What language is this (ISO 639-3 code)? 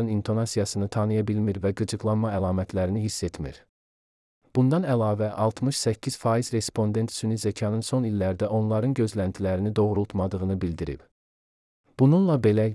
aze